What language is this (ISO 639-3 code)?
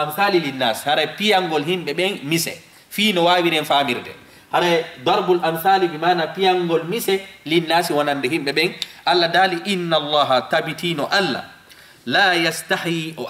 ful